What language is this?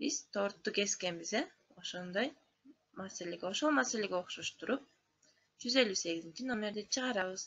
Kyrgyz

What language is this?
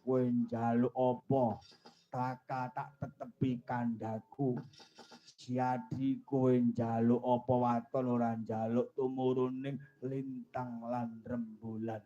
Javanese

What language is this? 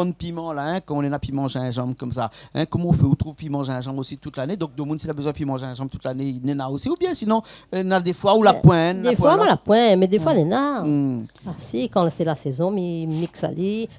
Réunion Creole French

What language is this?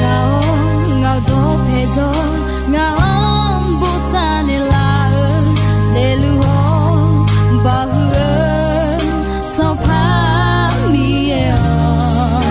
Akha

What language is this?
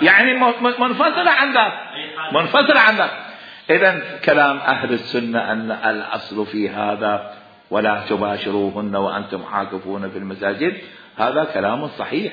Mesopotamian Arabic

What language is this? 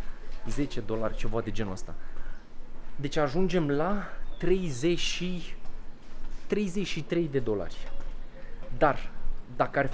Romanian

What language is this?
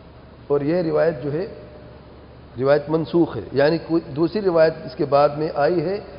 Urdu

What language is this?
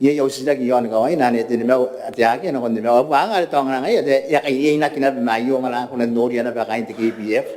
Gilbertese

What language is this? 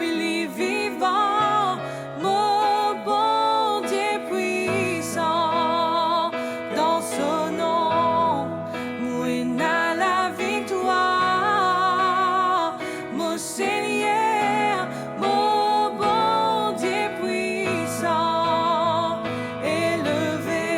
Morisyen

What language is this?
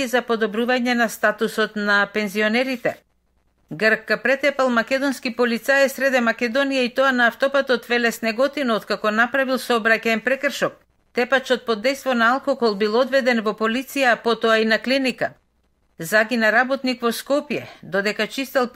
Macedonian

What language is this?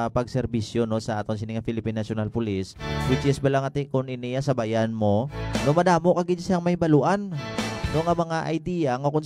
Hiligaynon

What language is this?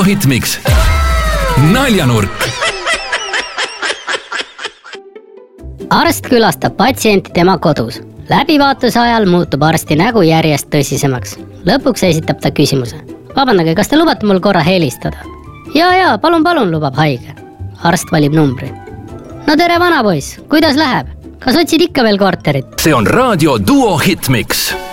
Estonian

